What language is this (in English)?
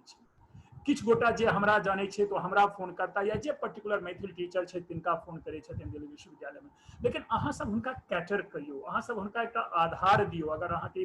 Maithili